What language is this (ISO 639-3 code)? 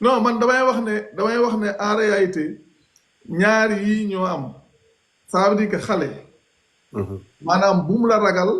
wol